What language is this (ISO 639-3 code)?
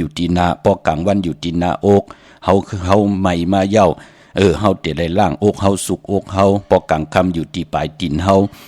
shn